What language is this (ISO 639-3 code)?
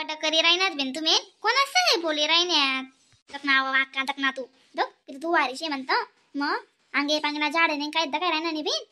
khn